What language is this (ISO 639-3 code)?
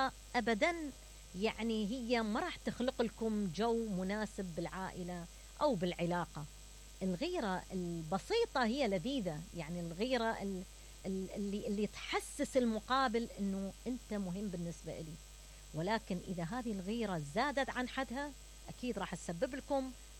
acm